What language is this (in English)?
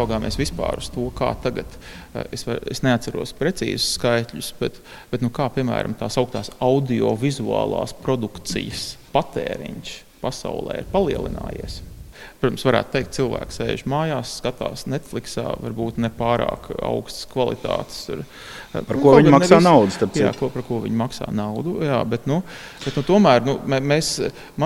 Latvian